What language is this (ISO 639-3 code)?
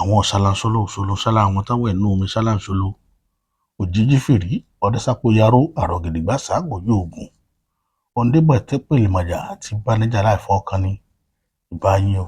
yor